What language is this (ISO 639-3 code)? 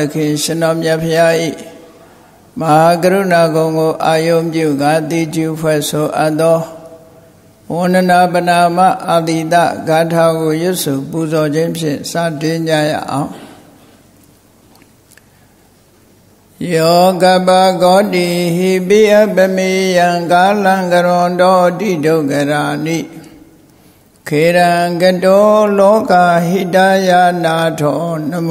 mya